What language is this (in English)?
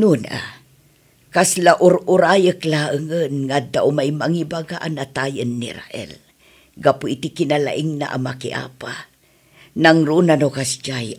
Iloko